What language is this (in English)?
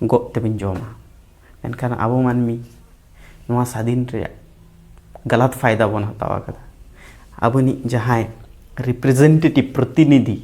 Santali